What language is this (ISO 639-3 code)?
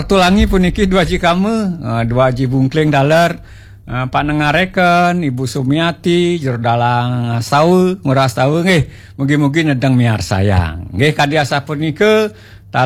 ban